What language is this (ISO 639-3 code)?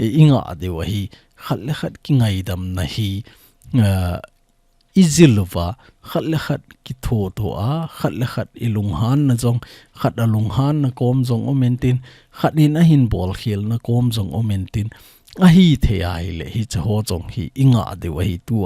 tcz